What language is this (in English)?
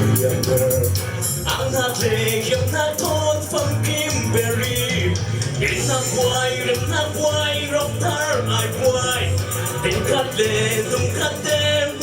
Falam Chin